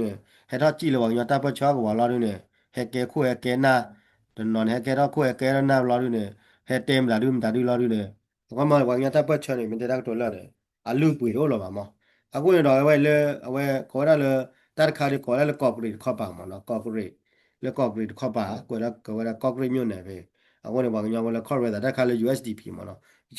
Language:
S'gaw Karen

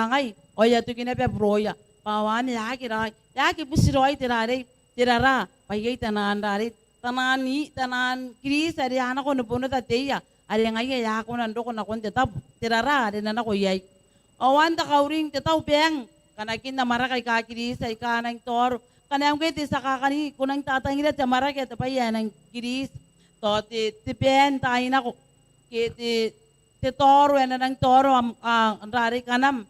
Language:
Gilbertese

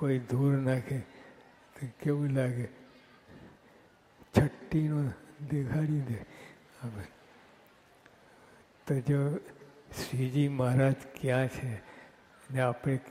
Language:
Gujarati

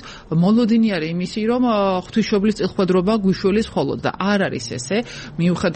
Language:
Georgian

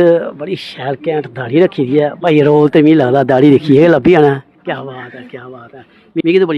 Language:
Dogri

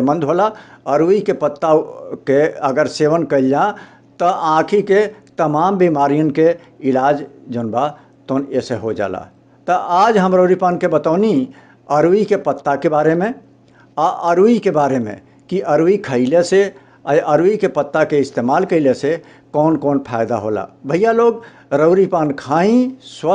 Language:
Bhojpuri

